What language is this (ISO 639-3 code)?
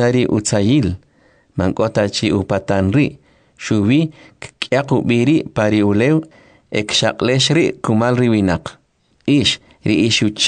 quc